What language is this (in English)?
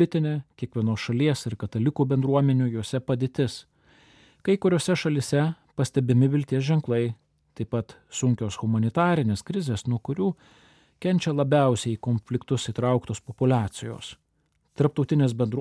Lithuanian